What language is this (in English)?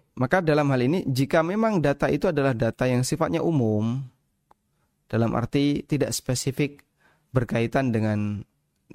Indonesian